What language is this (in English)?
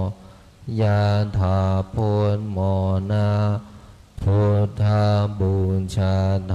Pali